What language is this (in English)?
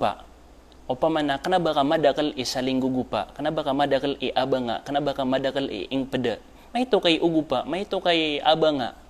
Maranao